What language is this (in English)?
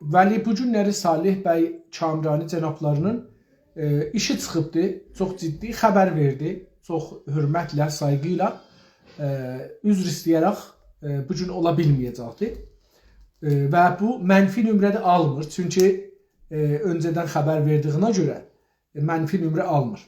South Azerbaijani